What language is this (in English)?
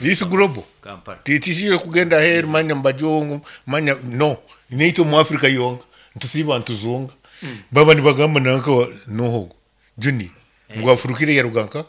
Nyankole